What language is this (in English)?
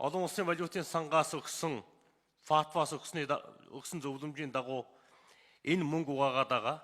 Mongolian